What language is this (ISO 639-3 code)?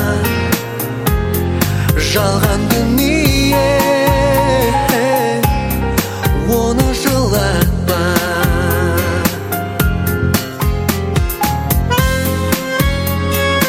kaz